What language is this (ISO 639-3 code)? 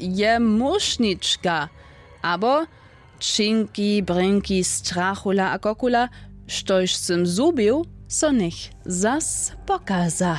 hsb